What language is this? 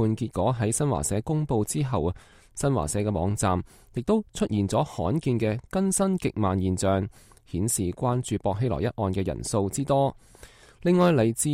Cantonese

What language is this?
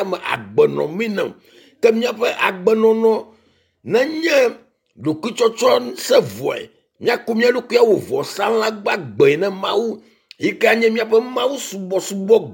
Ewe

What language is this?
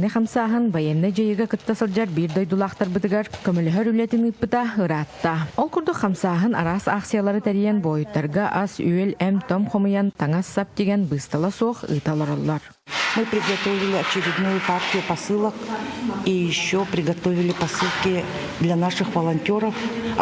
Yakut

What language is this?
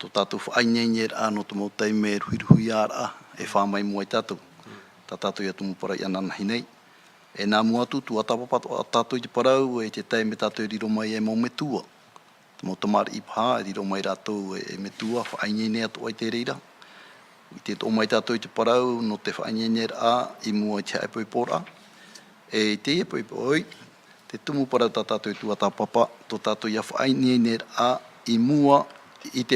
Tahitian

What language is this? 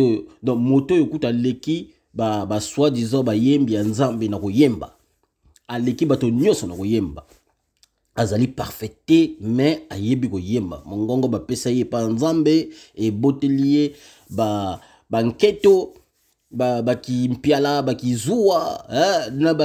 Lingala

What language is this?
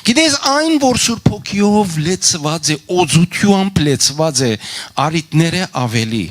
Western Armenian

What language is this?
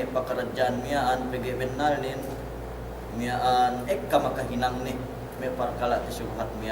Yakan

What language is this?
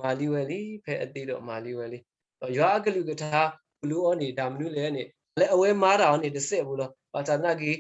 S'gaw Karen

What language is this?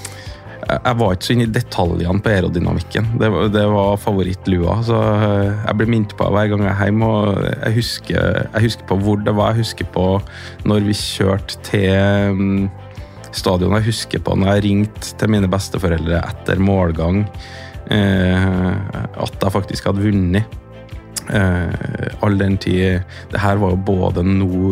Norwegian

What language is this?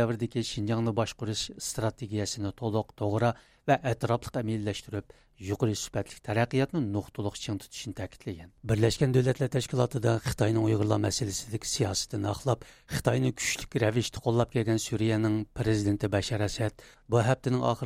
Uyghur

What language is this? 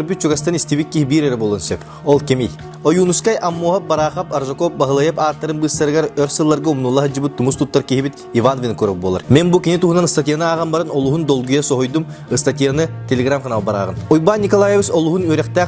Yakut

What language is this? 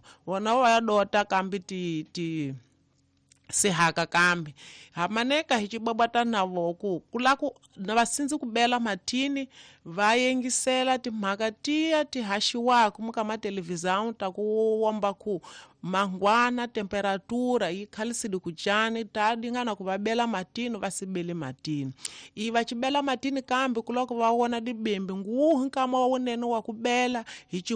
Tsonga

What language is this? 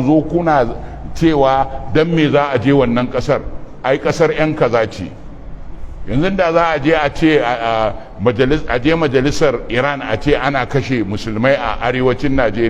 Hausa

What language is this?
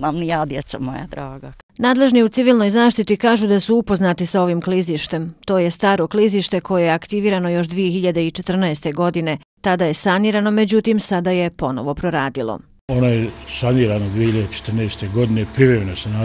Bosnian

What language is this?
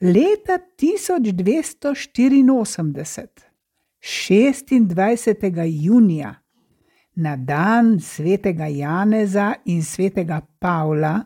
Slovenian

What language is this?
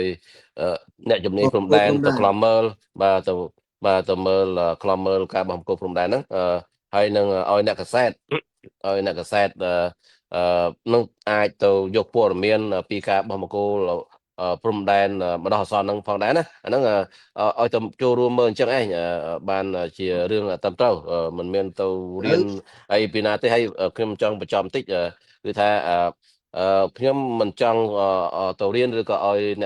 Khmer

